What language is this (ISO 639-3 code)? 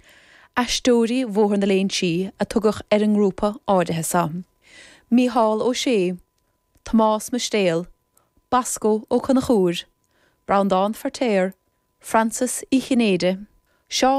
gle